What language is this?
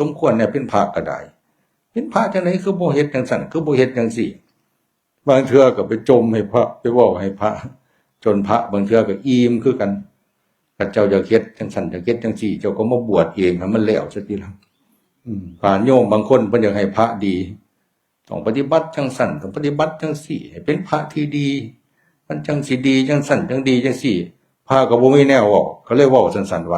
Northeastern Thai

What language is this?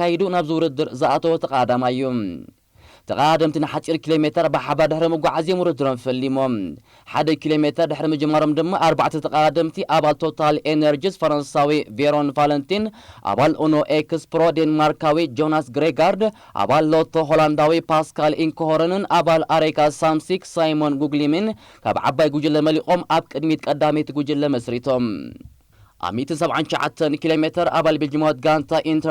Tigrinya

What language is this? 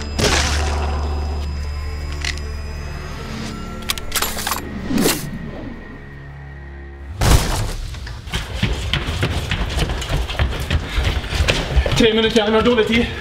Norwegian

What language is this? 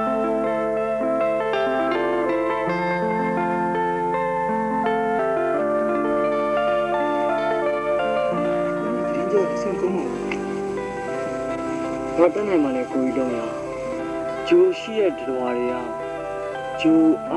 Burmese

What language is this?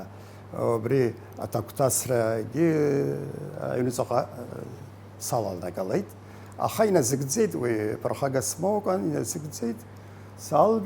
Abkhazian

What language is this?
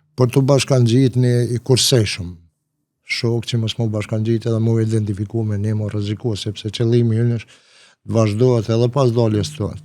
Albanian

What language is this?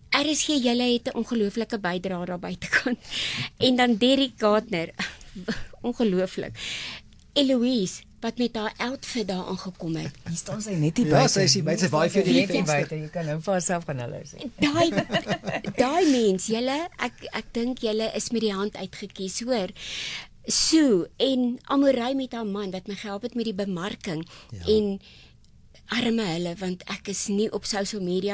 Afrikaans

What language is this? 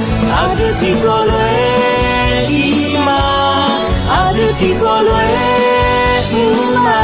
Akha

